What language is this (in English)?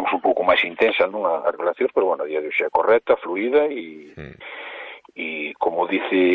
Galician